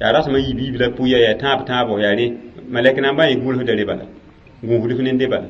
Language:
Mossi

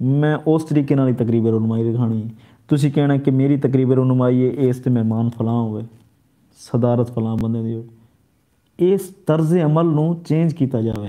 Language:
Saraiki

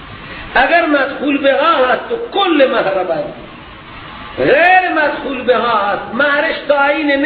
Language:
Persian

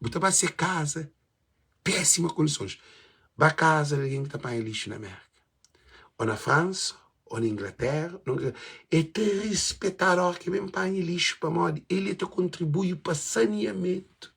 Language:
Kabuverdianu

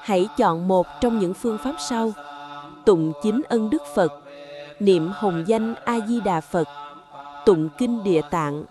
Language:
Pali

